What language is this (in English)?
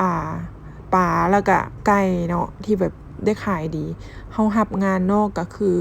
Lao